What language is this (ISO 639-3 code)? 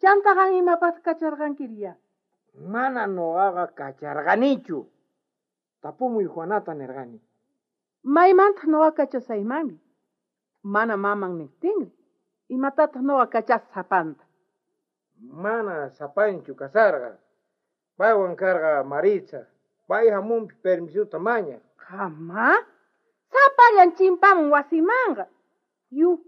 quh